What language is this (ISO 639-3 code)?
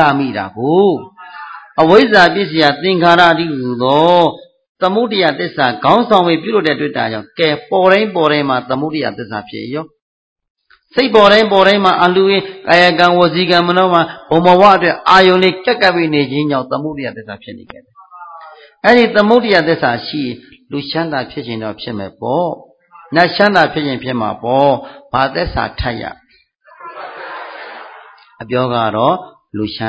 mya